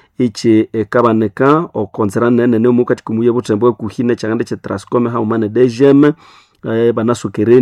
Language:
Nande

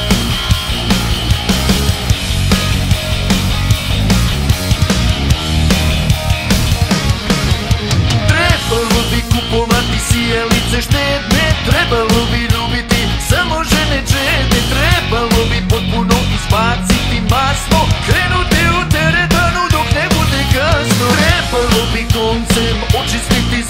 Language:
Serbian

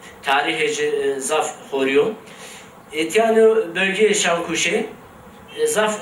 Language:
Zaza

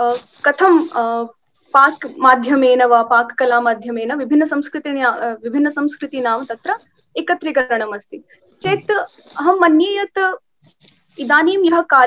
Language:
Sanskrit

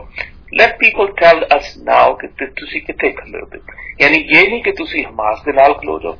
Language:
Punjabi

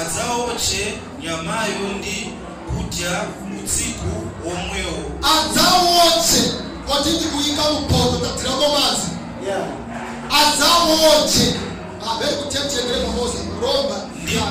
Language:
Nyanja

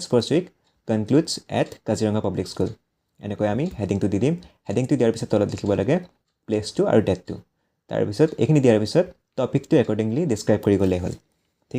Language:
Assamese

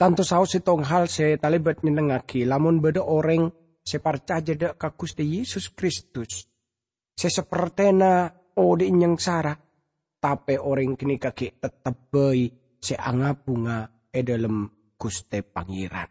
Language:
Madurese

